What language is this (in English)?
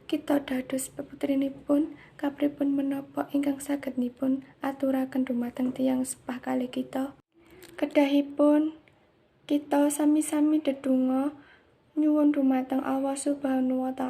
Javanese